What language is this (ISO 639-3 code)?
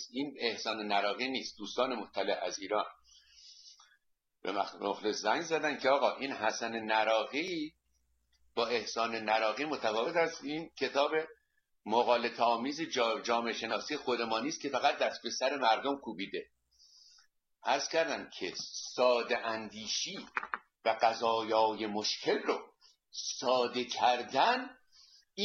fas